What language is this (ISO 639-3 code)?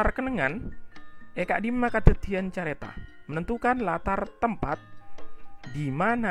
mad